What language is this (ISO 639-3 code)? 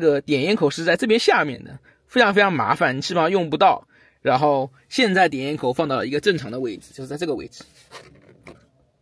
zho